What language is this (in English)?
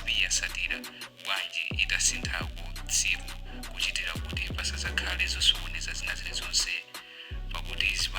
Nyanja